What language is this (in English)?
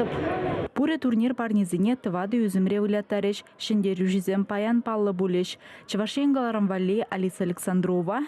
Chuvash